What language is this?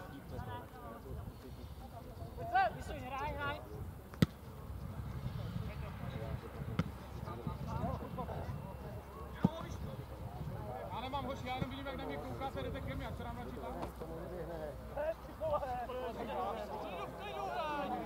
Czech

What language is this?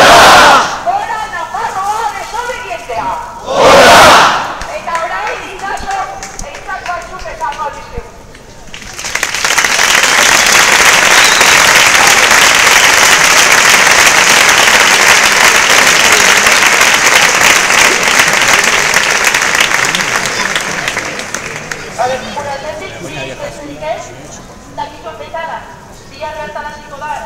Basque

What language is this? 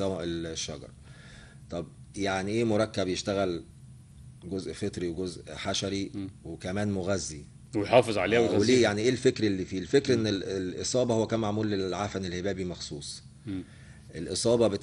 Egyptian Arabic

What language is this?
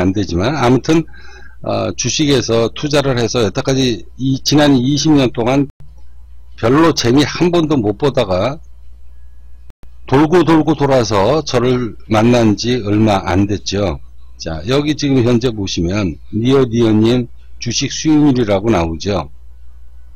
Korean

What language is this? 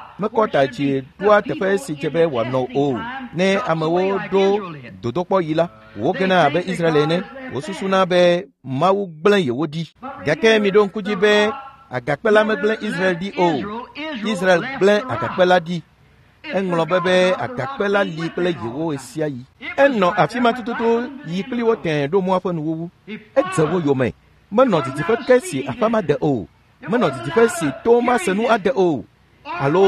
Ewe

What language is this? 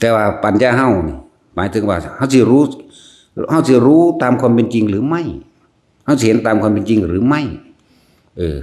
Northeastern Thai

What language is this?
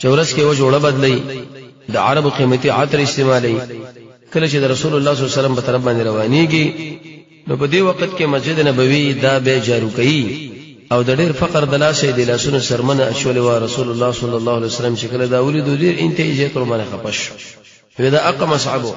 Pashto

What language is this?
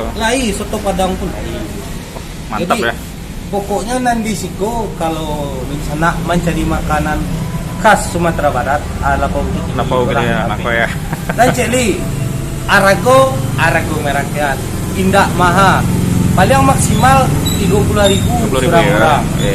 Minangkabau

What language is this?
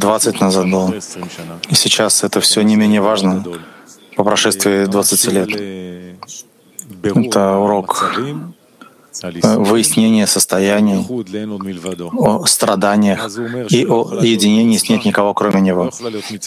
Russian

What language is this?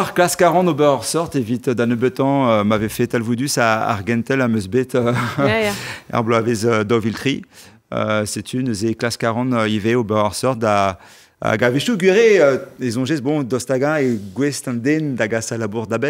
Breton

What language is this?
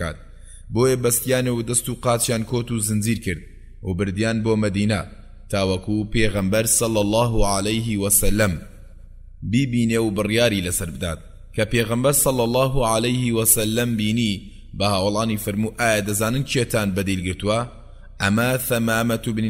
Central Kurdish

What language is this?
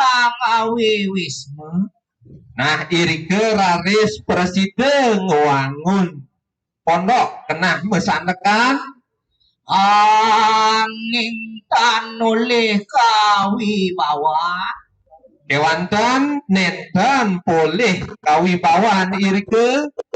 Balinese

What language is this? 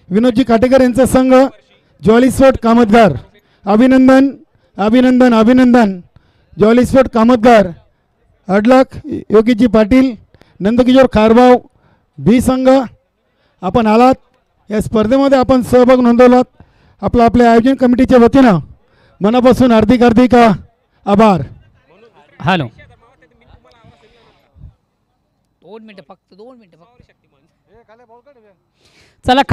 Marathi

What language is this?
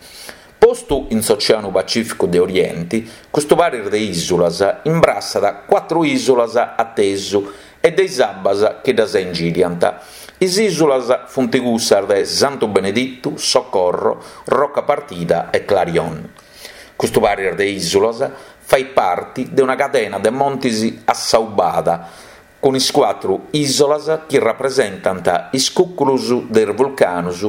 Sardinian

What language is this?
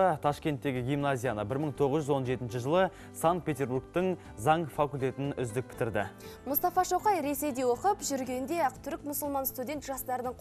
Kazakh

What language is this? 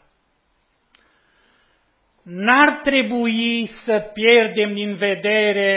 Romanian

